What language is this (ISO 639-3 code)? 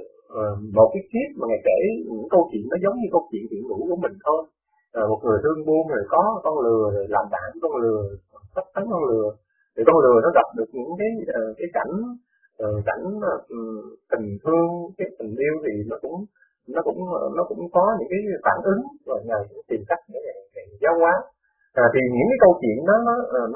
vie